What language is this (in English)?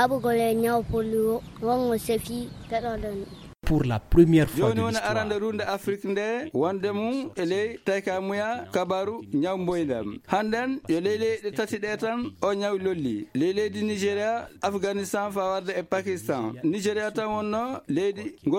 Fula